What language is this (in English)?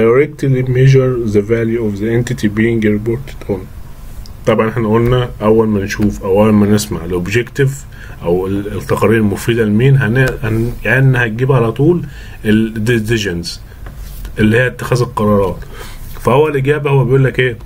Egyptian Arabic